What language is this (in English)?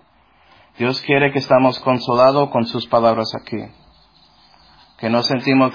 Spanish